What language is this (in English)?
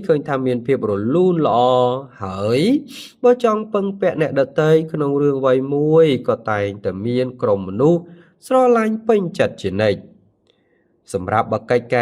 Khmer